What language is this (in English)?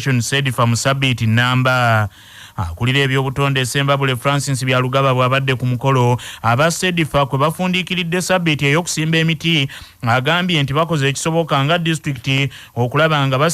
Ganda